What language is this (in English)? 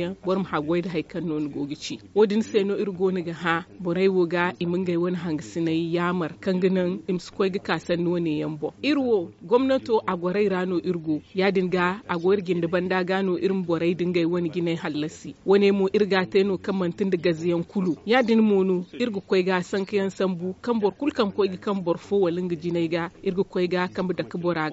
Zarma